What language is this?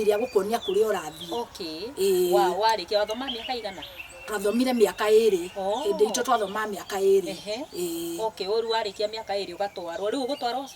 Kikuyu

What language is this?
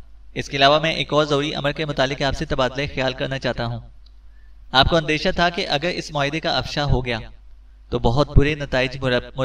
Urdu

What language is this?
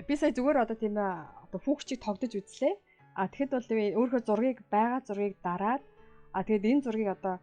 Mongolian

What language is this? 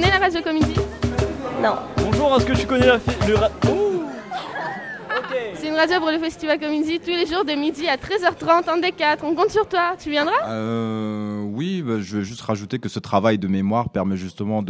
French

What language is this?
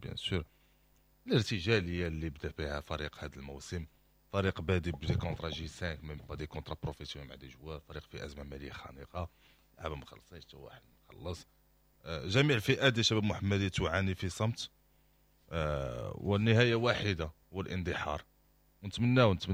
Moroccan Arabic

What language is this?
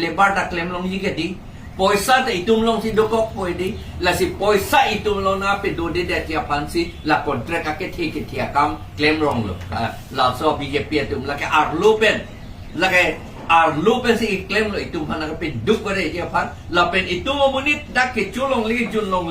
Karbi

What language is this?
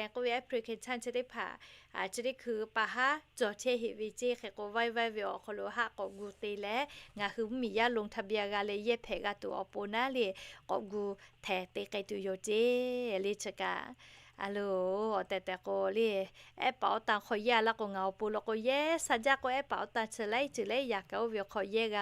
Lahu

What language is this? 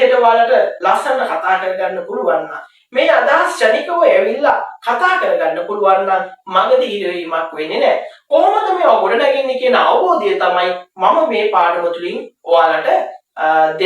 Sinhala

